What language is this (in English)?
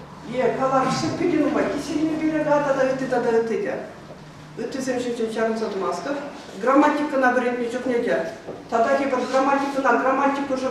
Chuvash